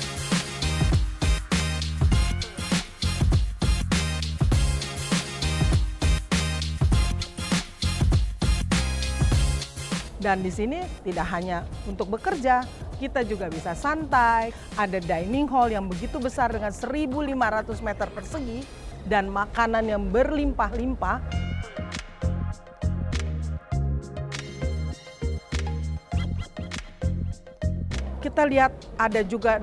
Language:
Indonesian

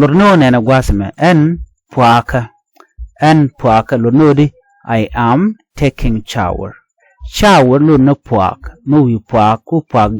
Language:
Nuer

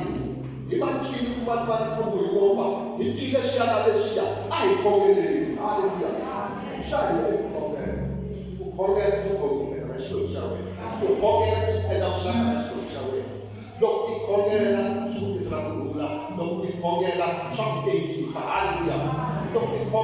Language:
Tsonga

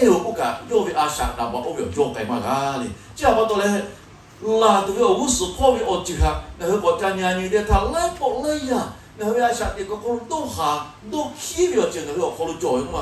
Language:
Lahu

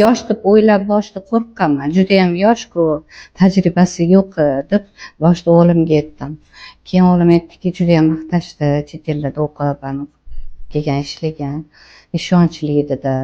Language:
Uzbek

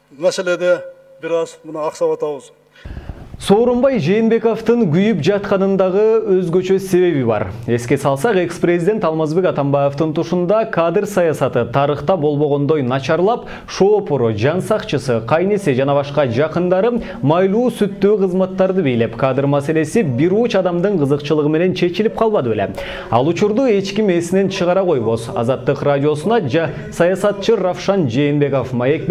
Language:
Kyrgyz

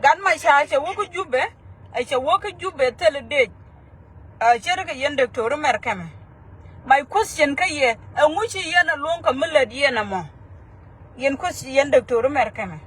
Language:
Nuer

